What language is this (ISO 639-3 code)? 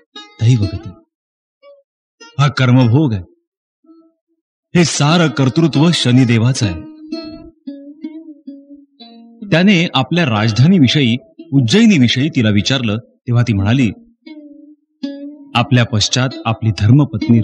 mar